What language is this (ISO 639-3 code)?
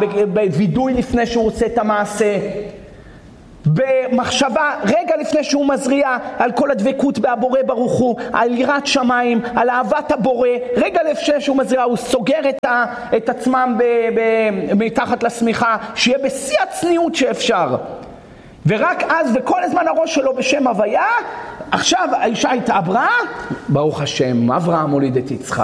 heb